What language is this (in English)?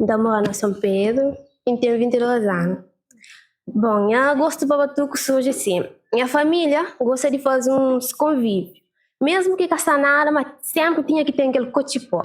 Kabuverdianu